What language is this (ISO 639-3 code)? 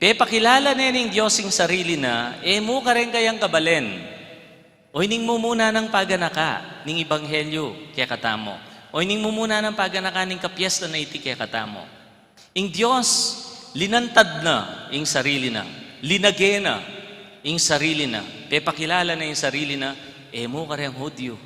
pam